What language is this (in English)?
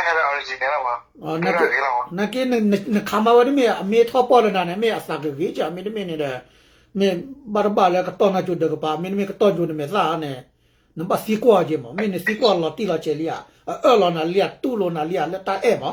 S'gaw Karen